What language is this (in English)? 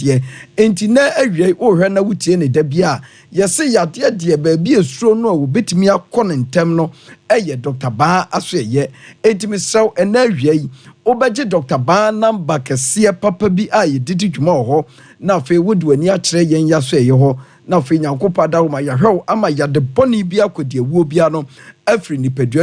Akan